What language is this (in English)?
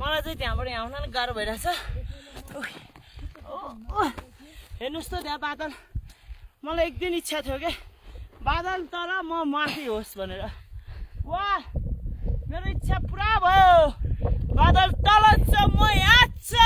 Nepali